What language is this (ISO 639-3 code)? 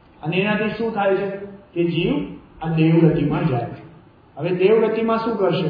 guj